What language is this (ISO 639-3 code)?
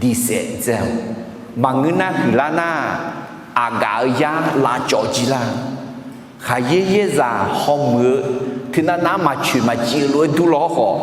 ahk